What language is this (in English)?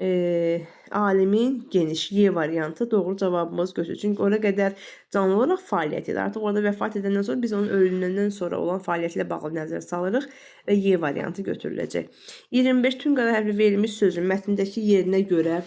Azerbaijani